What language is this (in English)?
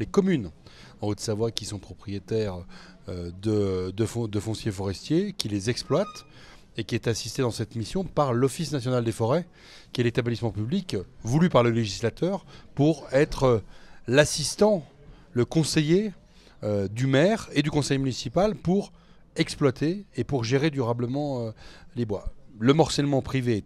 French